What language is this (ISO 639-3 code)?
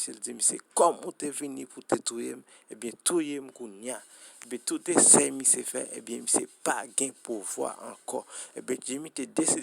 hat